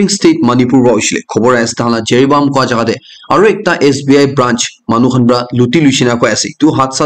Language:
Naga Pidgin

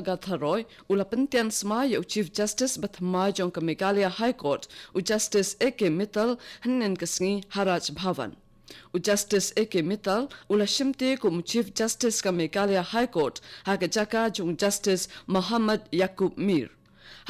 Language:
Khasi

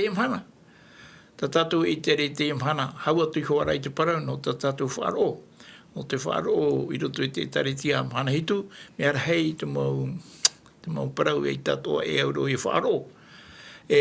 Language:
Tahitian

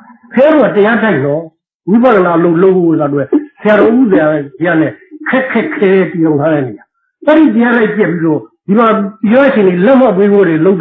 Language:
Burmese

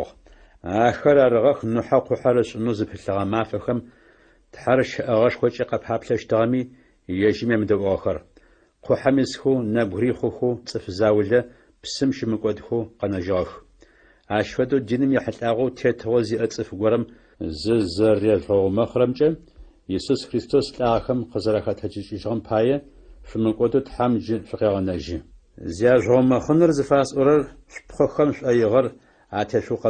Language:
Adyghe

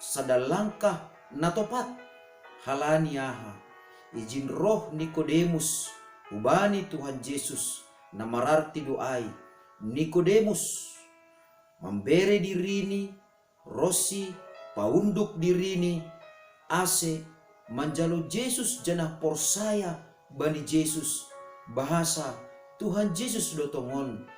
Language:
Batak Simalungun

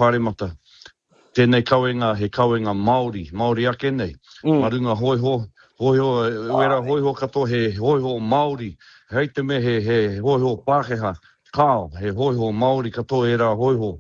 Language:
Māori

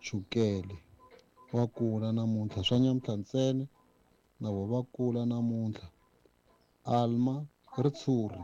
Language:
Tsonga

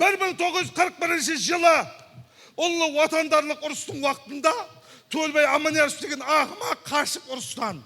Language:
Kara-Kalpak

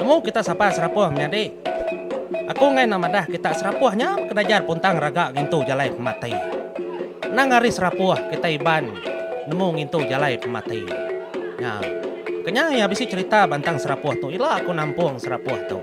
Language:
Iban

